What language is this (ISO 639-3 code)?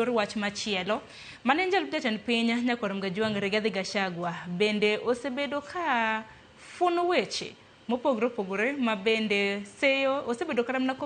luo